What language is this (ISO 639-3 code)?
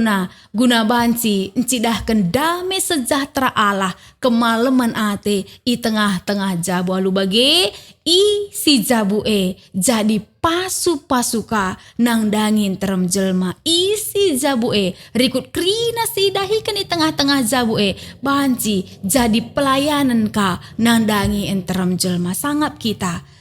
btx